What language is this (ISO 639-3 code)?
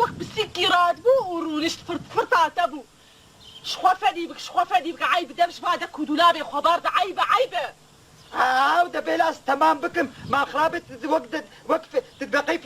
kur